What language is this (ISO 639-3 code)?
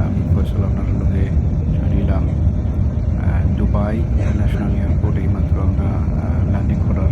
syl